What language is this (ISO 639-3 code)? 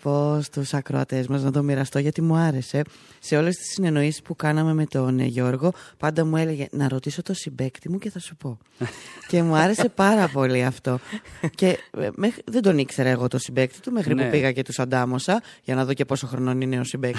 ell